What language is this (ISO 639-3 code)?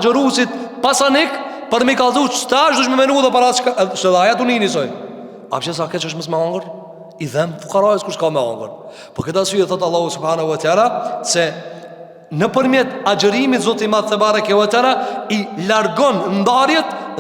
sqi